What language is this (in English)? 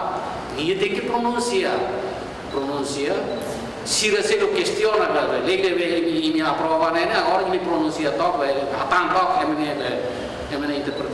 Tetum